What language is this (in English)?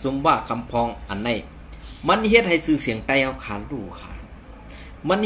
Shan